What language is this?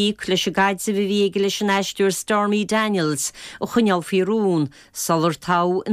Irish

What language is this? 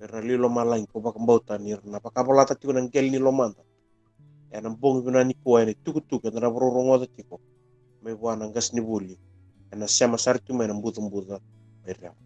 Fijian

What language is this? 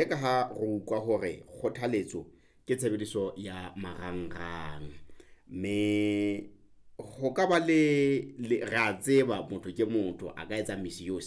Southern Sotho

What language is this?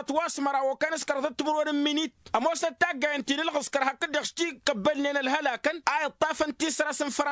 Tamasheq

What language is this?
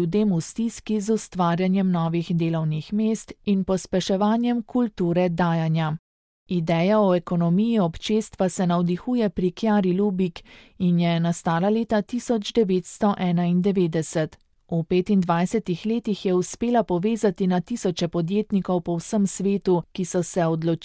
Slovenian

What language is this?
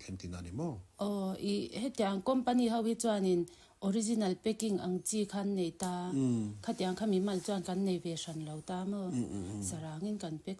Mizo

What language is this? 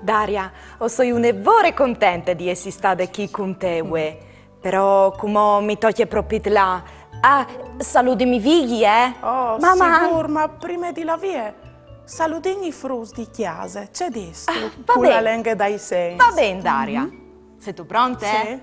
Friulian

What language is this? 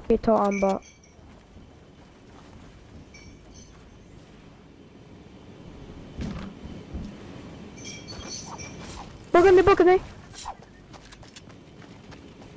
Swedish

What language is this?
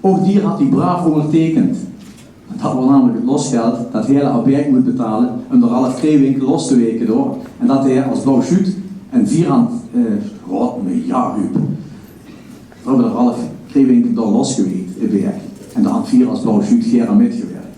Limburgish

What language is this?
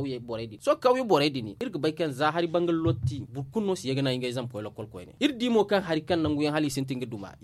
Zarma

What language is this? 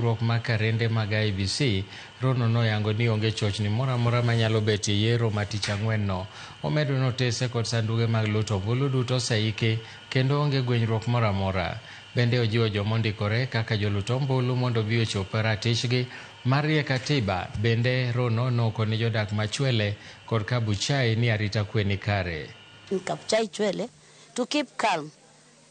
Luo (Kenya and Tanzania)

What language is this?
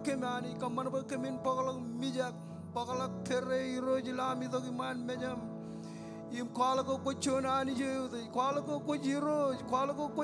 Marshallese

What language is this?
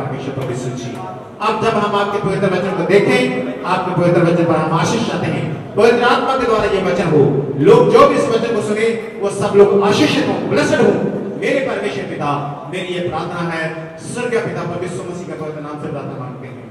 Hindi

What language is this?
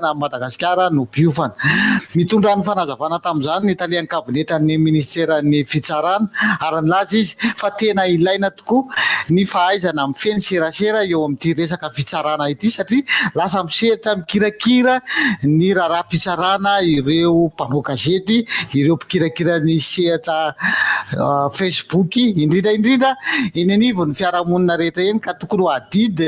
Malagasy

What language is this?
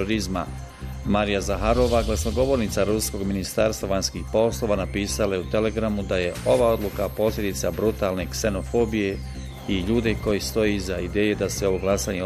Bosnian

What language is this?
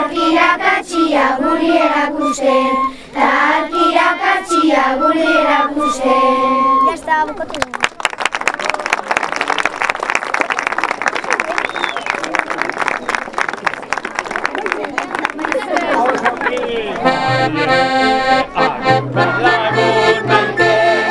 Basque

